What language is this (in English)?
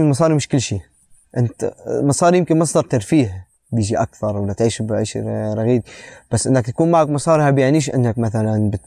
North Levantine Arabic